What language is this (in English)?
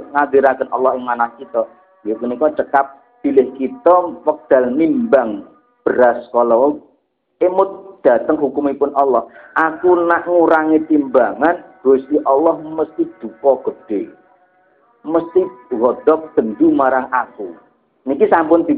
Javanese